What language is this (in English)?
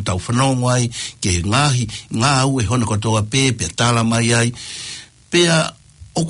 Tongan